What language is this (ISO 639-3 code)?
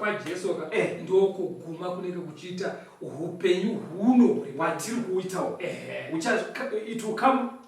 sna